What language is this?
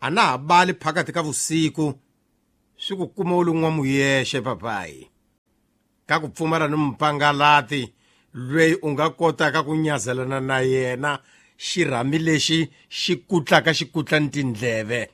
Tsonga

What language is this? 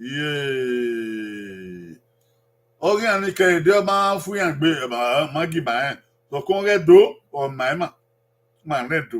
Bini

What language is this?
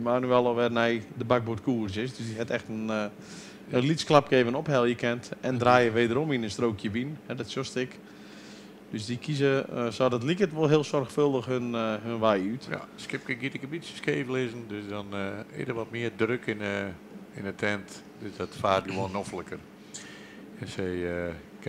Western Frisian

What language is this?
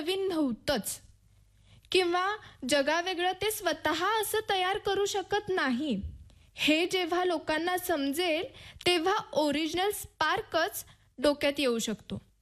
Marathi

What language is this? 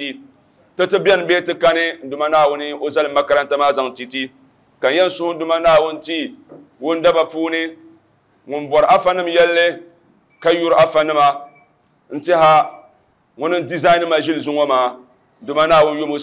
Dagbani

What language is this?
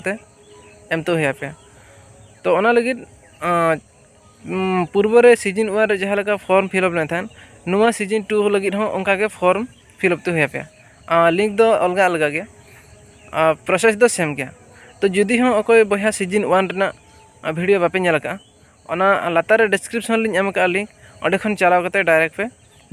Santali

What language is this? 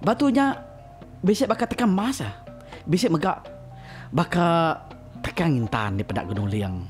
Iban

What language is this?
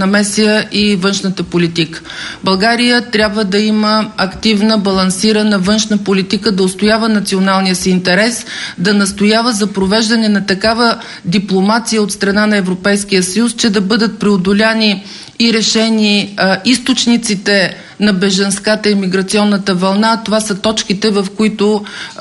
Bulgarian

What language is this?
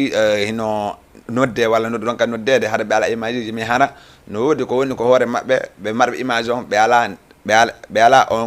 Fula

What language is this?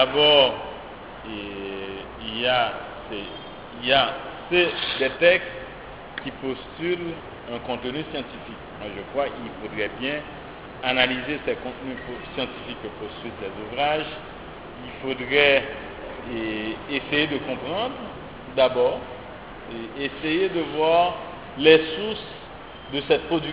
French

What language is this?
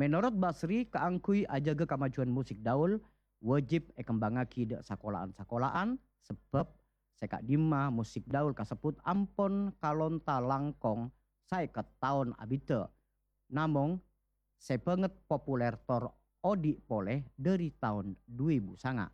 Madurese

